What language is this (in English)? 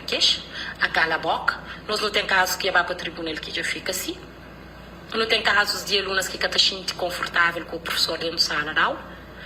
Kabuverdianu